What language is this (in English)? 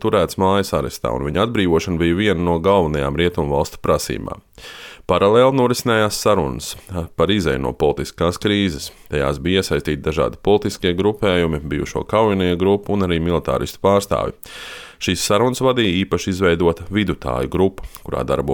Latvian